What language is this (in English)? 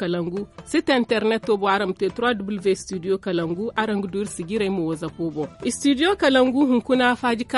Zarma